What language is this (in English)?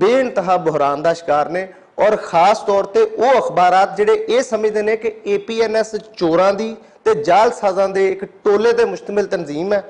Western Panjabi